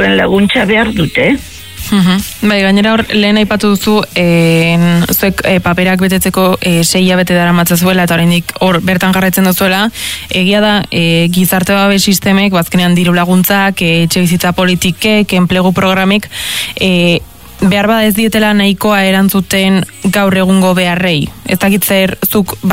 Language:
Basque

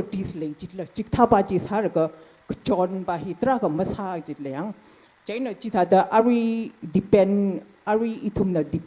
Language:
Tangkhul Naga (India)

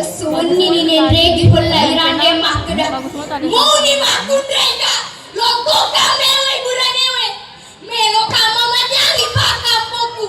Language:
Buginese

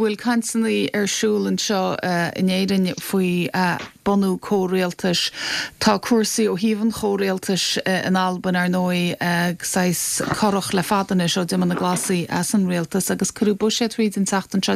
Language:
Irish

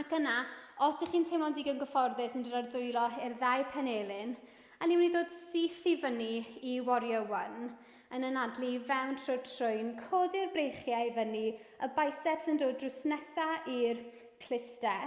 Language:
Welsh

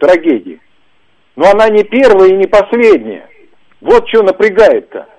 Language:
Russian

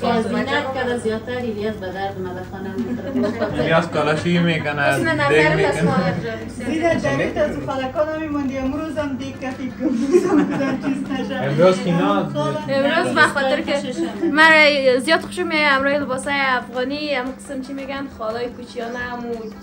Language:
Persian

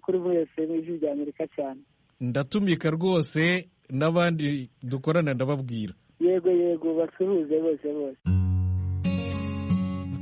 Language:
Kinyarwanda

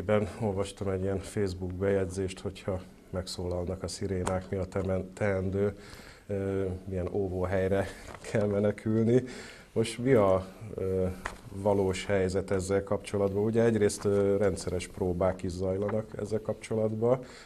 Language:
Hungarian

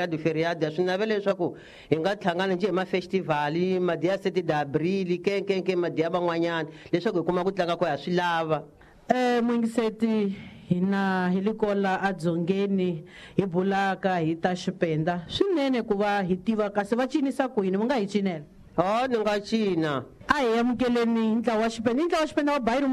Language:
Tsonga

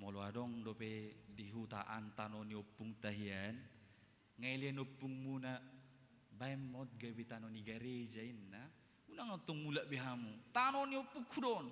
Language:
Batak Toba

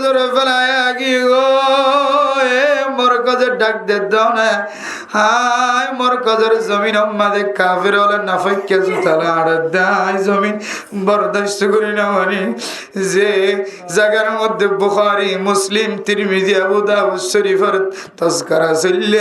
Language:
Rohingya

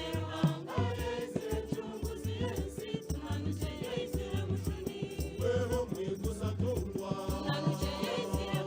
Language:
Nyankole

